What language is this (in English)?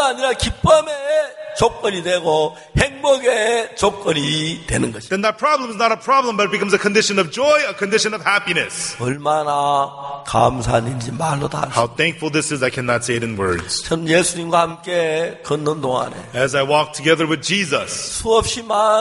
Korean